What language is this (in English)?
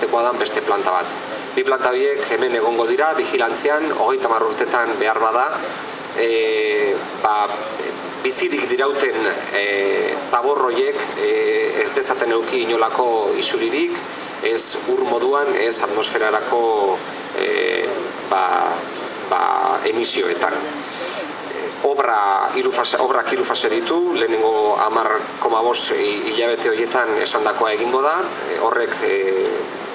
Basque